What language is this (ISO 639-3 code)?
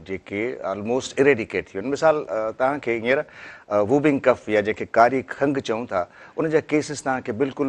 snd